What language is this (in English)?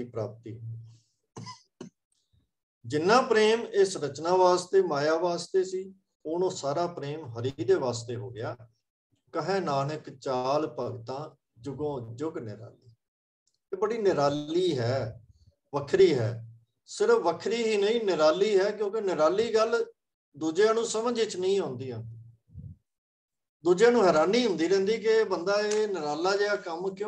Punjabi